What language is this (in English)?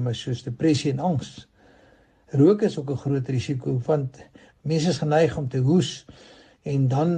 Afrikaans